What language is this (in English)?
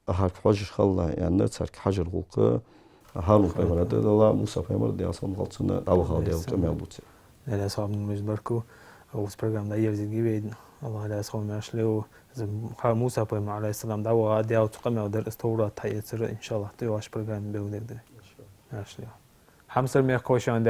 Ingush